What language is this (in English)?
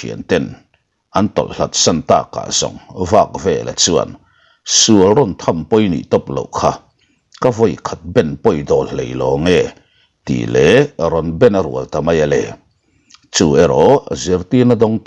Mizo